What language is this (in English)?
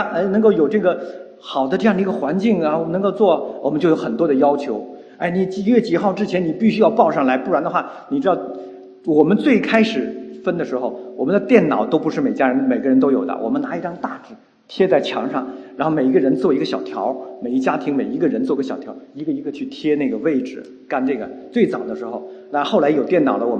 Chinese